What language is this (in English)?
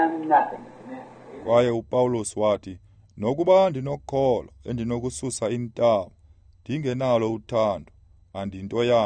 Xhosa